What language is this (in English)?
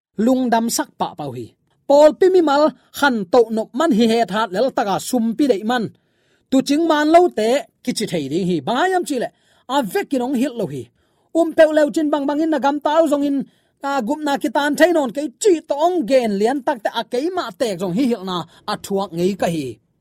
Tedim Chin